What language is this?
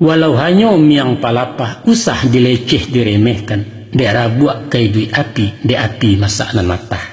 Minangkabau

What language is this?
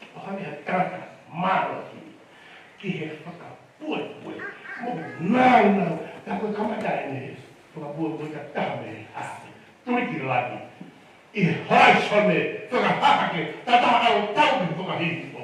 Tongan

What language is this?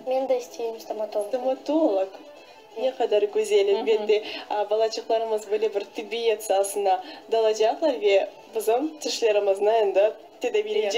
Crimean Tatar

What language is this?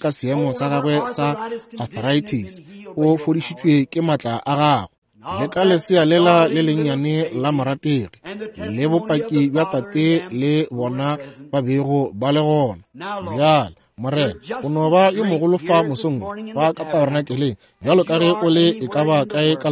Northern Sotho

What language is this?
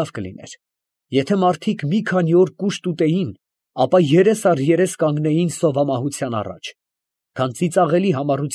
Armenian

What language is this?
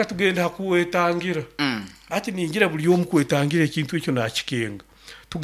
Nyoro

